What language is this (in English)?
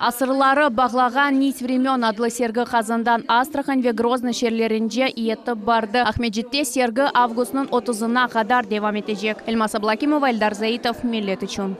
Crimean Tatar